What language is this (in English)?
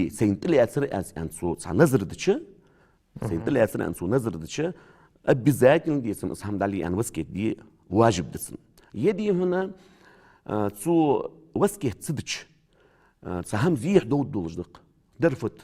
Ingush